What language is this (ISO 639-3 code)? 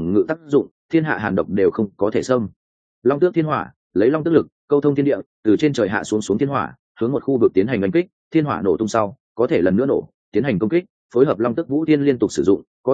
vie